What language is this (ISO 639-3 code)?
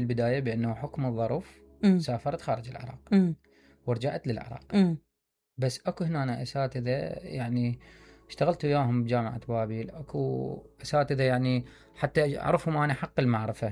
acm